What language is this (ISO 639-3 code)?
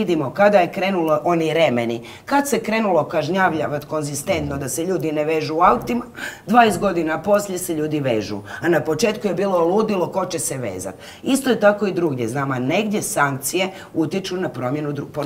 hrv